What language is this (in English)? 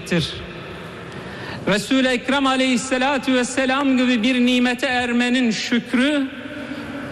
Turkish